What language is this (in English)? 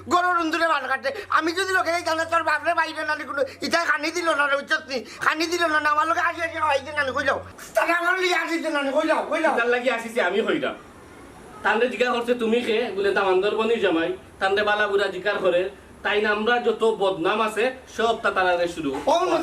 Sylheti